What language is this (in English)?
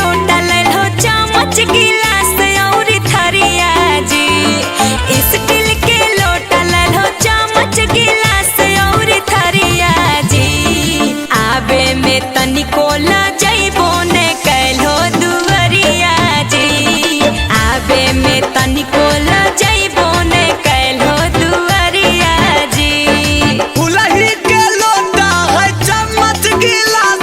Magahi